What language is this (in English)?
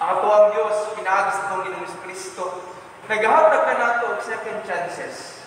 Cebuano